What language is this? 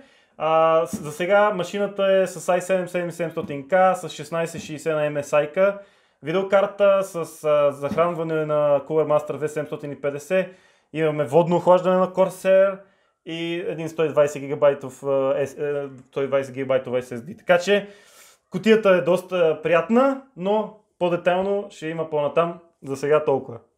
Bulgarian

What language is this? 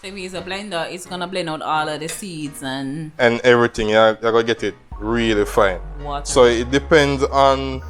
Jamaican Creole English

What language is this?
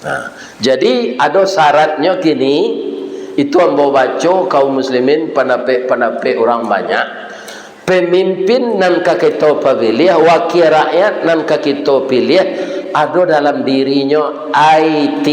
Minangkabau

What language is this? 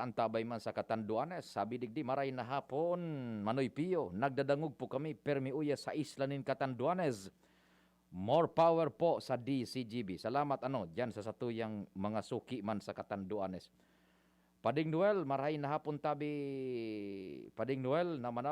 Bikol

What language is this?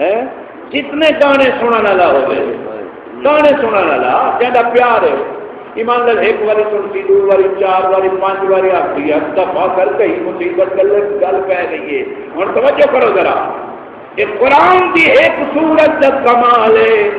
Saraiki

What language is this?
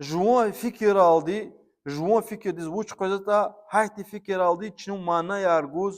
Lezghian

